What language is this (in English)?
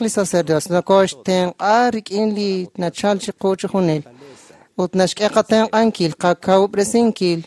Kekchí